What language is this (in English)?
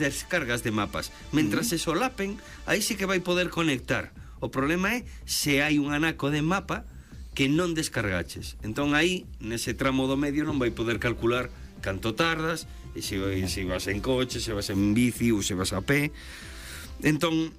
Galician